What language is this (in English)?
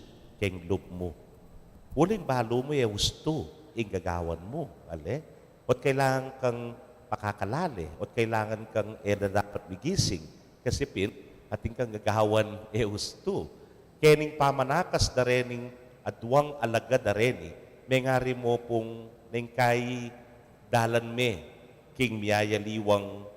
Pampanga